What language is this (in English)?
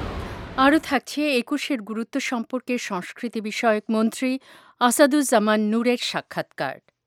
Bangla